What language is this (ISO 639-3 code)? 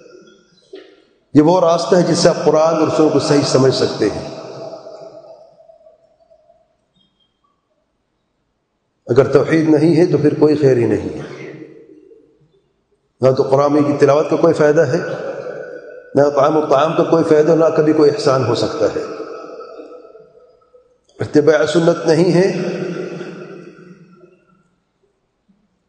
urd